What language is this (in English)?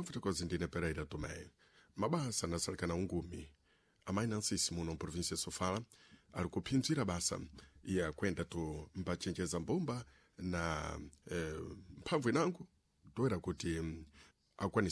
Sena